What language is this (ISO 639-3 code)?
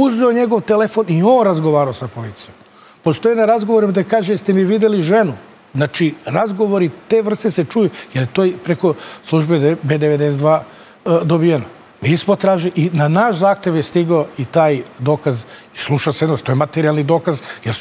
srp